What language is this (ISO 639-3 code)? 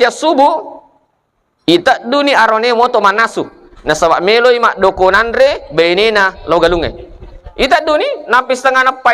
bug